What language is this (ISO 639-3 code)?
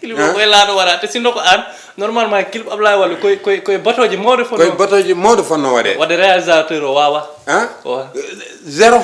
ful